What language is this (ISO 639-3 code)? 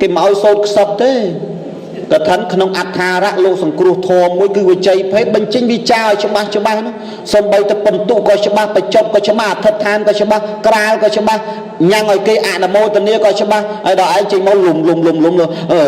khm